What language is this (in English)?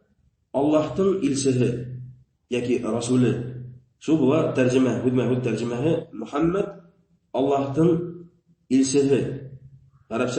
Bashkir